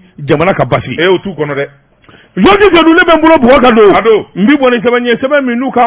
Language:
Bambara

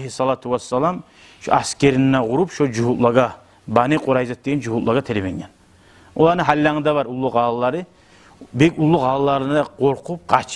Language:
Kumyk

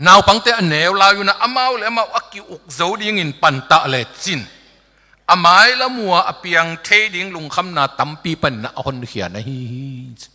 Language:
Tedim Chin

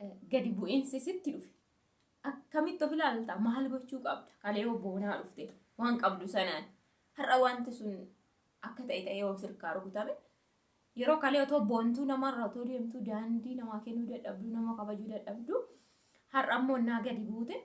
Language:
Oromo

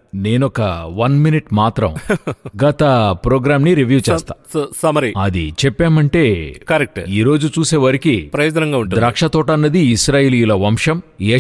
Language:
Telugu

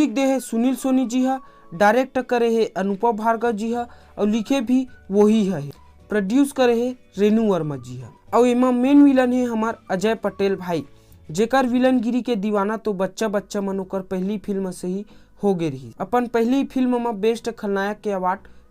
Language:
Chhattisgarhi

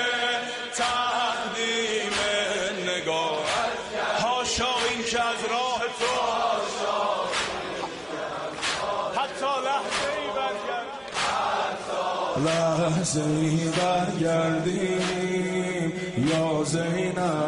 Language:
Persian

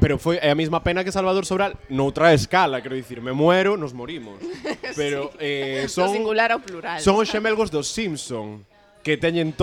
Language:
Galician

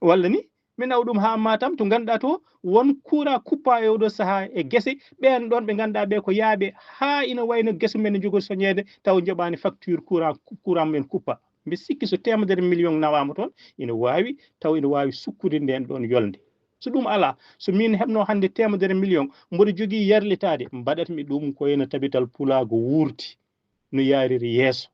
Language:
Fula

